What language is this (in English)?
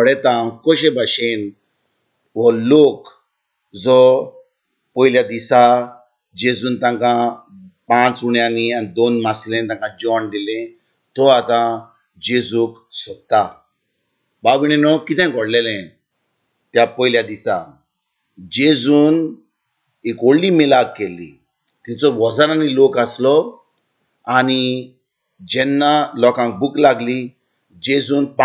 Konkani